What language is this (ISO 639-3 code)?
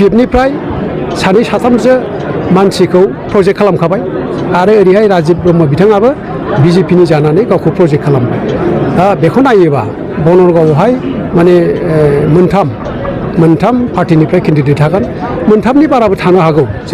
brx